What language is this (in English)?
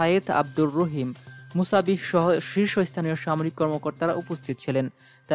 Bangla